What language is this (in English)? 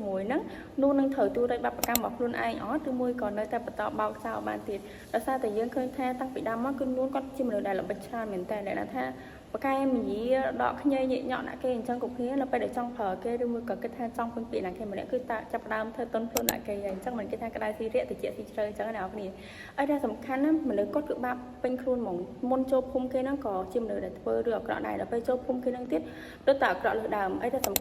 Khmer